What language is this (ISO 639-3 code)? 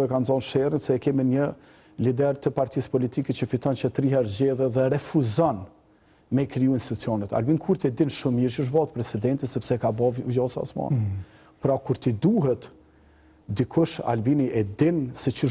sqi